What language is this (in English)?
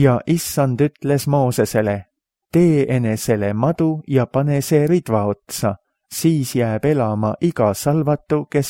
Estonian